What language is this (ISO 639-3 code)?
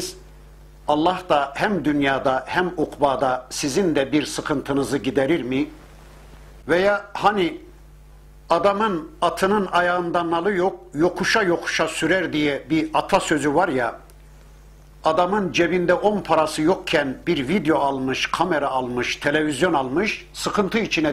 tur